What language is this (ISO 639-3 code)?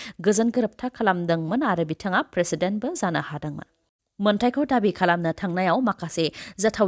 brx